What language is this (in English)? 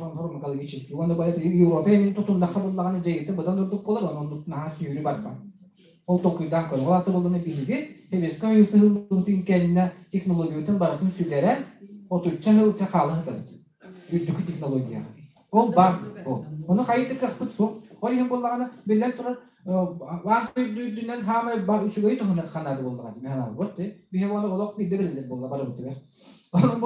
Yakut